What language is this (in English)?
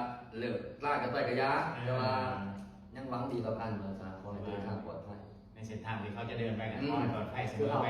Lao